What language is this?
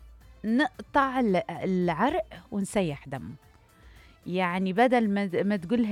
Mesopotamian Arabic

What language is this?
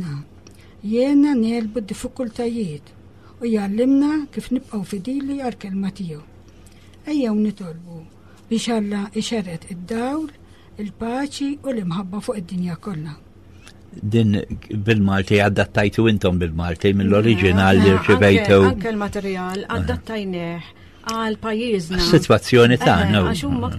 Maltese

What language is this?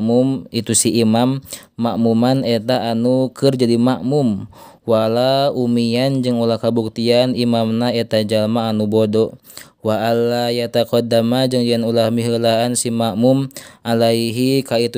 Sundanese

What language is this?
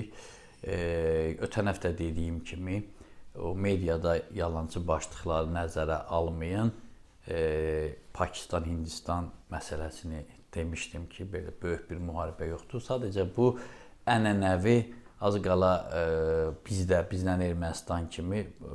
Azerbaijani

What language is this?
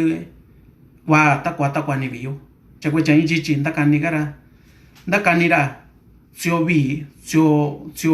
Mixtepec Mixtec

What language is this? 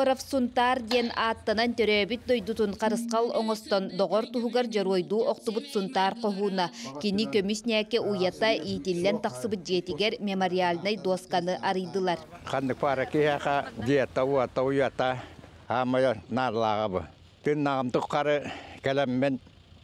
Yakut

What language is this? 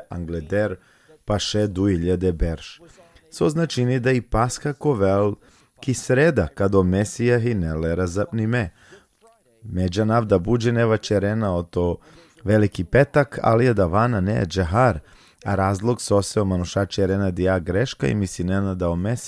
Balkan Romani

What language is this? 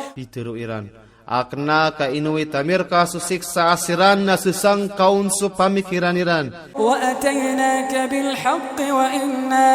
Maranao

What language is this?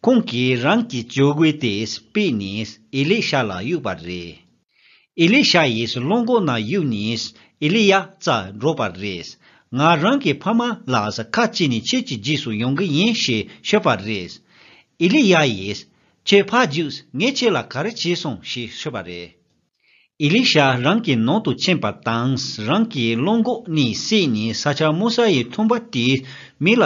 Tibetan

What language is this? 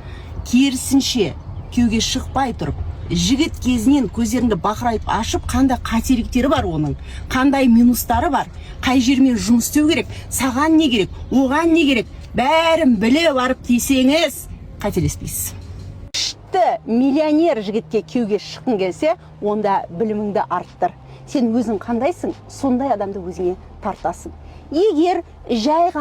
Kazakh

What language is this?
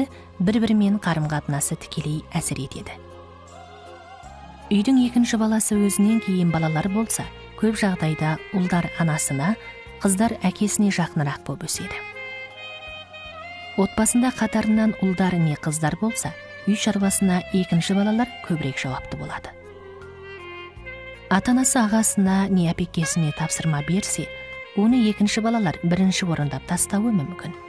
Kazakh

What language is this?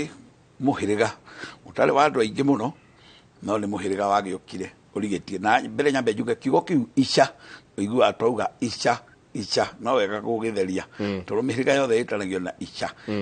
Kikuyu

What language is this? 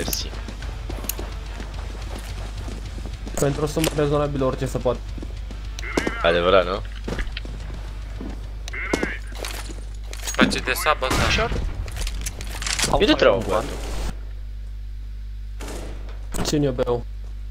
Romanian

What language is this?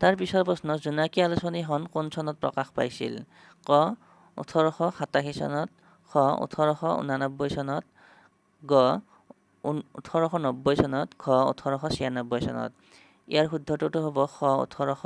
Assamese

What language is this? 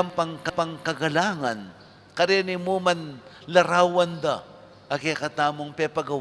Pampanga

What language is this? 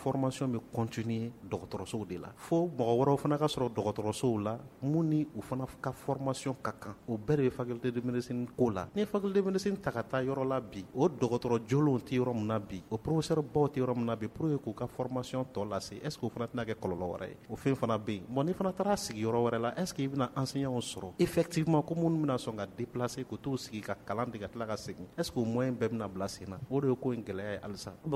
Bambara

